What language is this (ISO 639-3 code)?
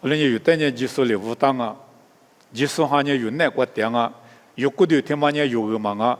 lis